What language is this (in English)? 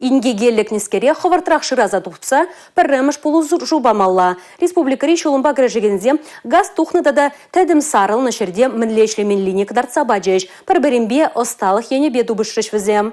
Chuvash